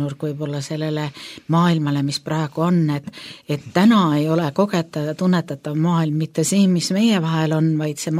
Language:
Estonian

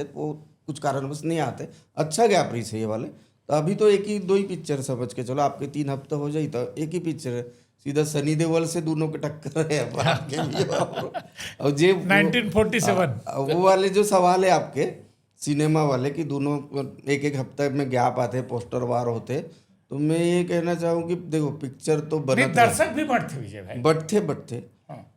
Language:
Chhattisgarhi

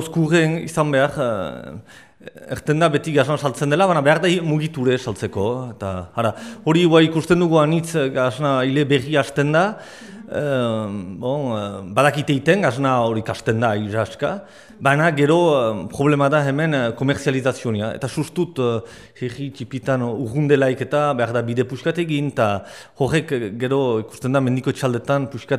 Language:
Basque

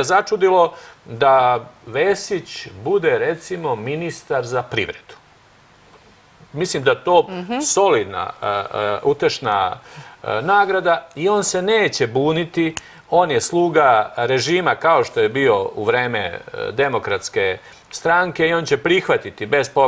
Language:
Serbian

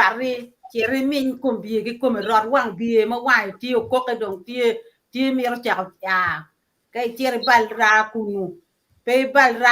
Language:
Acoli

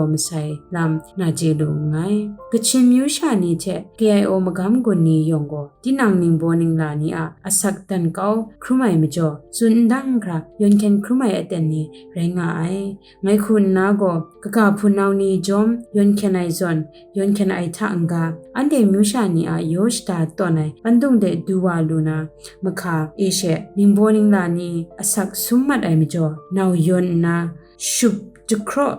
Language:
Kachin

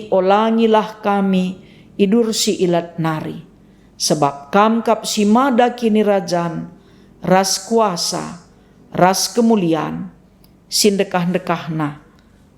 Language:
Batak Karo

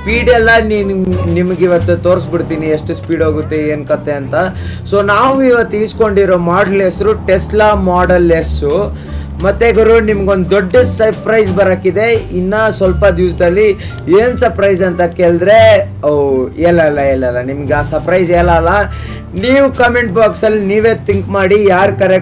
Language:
Kannada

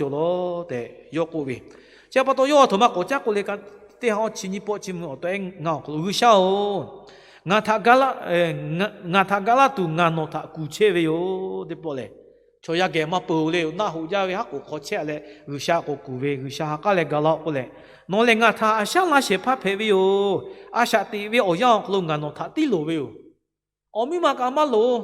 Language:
Lahu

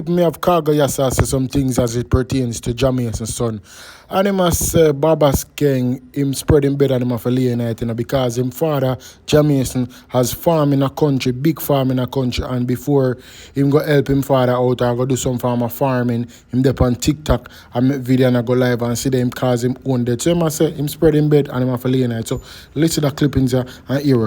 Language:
Jamaican Creole English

